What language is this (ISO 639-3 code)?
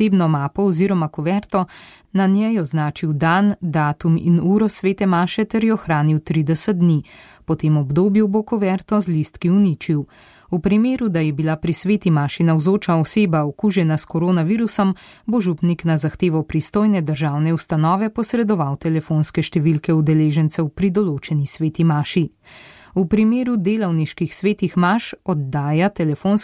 slv